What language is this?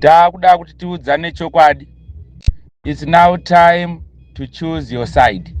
Shona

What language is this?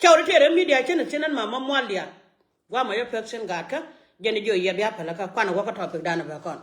Nuer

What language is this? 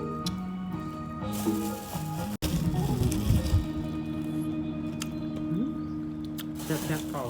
Lao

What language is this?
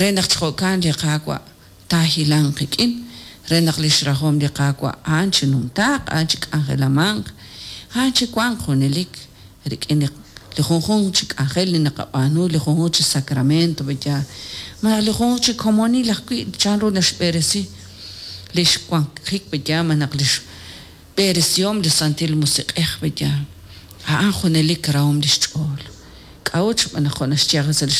Kekchí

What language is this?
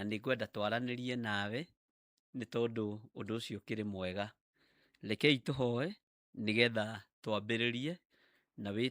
Kikuyu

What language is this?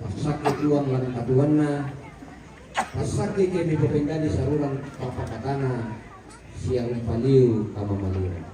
Toraja-Sa'dan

